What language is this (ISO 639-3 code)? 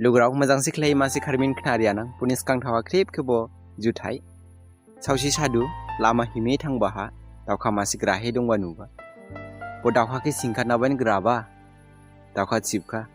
dis